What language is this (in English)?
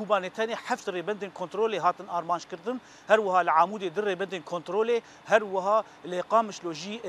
Kurdish